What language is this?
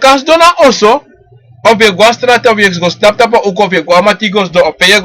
Sranan Tongo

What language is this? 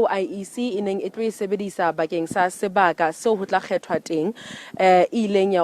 Southern Sotho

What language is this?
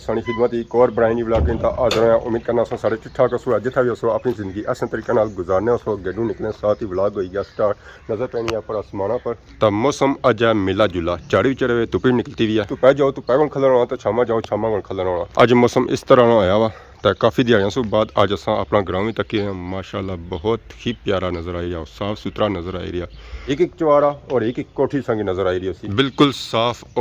Pahari-Potwari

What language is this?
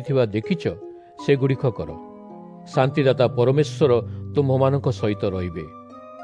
Odia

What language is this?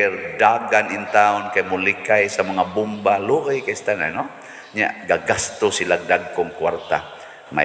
Cebuano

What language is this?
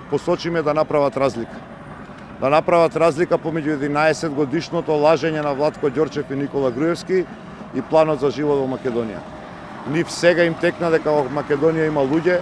Macedonian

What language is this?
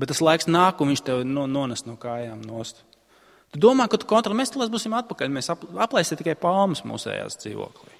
Latvian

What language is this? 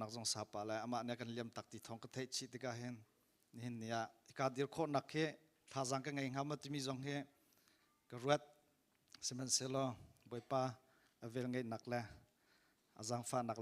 Hakha Chin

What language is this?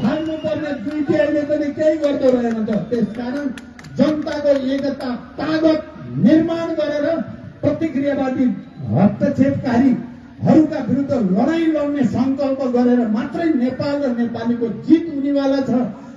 Nepali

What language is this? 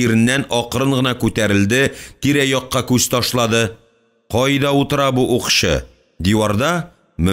Tatar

